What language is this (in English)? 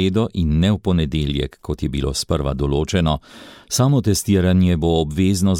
Slovenian